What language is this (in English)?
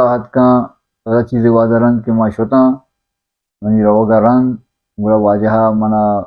Baluchi